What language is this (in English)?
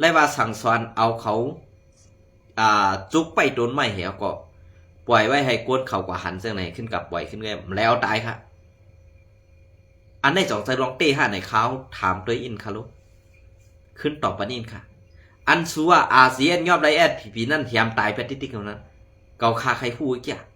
Shan